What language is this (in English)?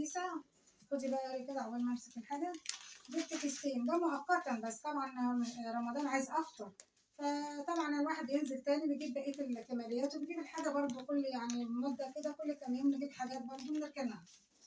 Egyptian Arabic